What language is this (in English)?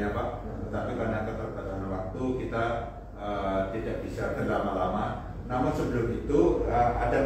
Indonesian